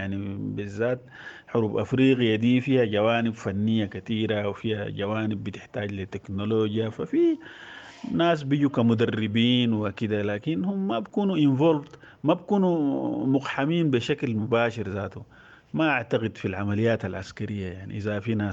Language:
Sudanese Arabic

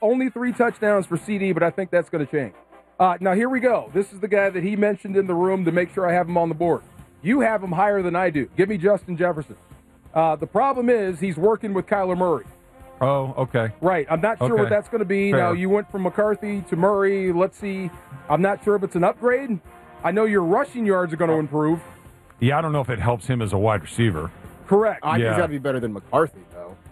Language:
English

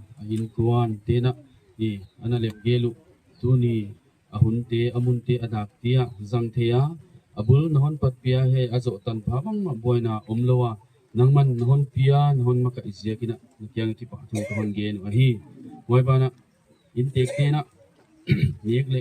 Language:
Gangte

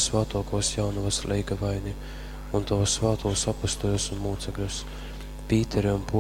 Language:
Latgalian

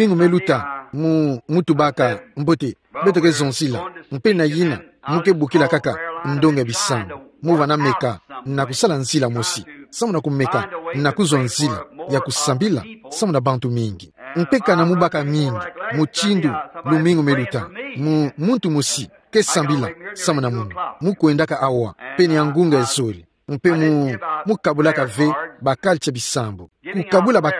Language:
Kituba (Democratic Republic of Congo)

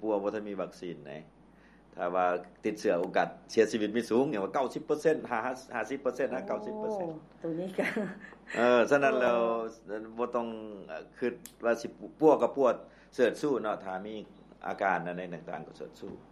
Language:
Lao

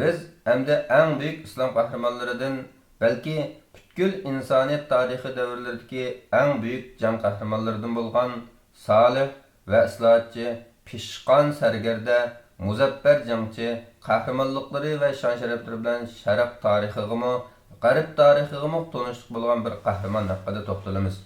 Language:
Uyghur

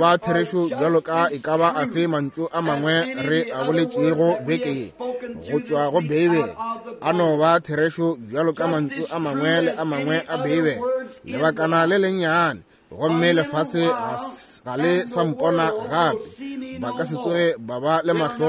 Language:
Northern Sotho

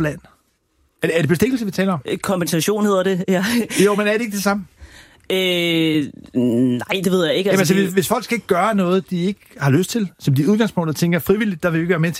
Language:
Danish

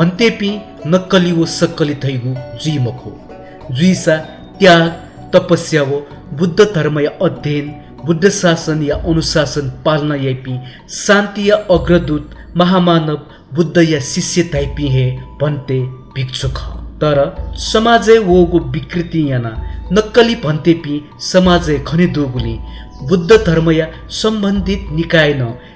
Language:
Newari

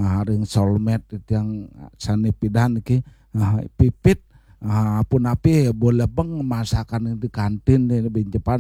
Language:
Balinese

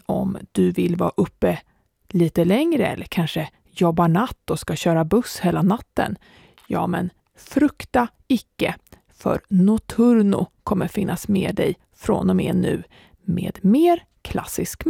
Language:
Swedish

